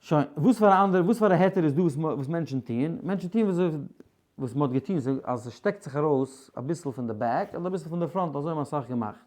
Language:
Yiddish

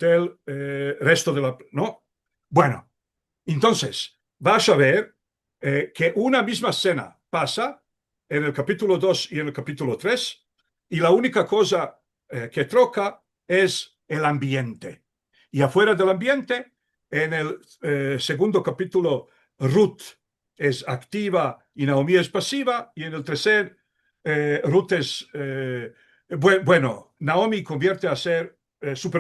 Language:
Ladino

